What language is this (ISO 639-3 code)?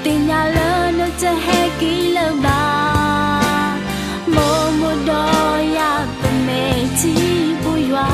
ksw